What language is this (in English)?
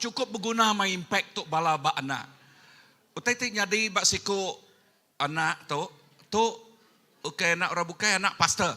Iban